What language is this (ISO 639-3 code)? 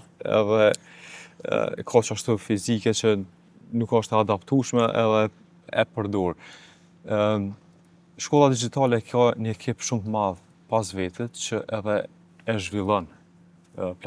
sqi